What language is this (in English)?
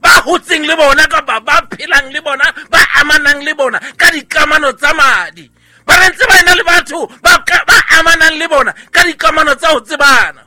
Southern Sotho